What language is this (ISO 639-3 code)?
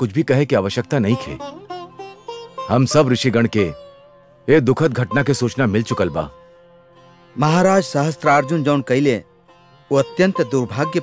bho